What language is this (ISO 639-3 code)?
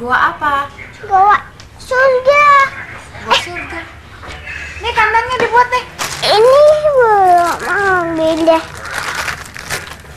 ind